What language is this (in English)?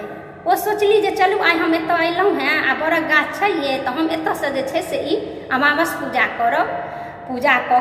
Maithili